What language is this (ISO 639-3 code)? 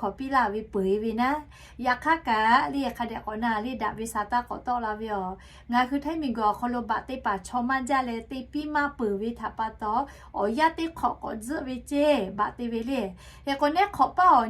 lhu